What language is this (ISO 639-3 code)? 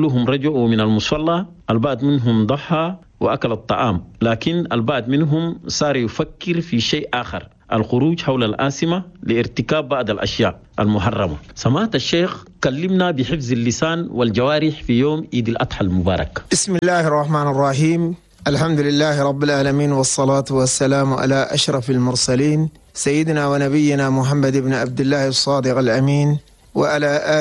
shu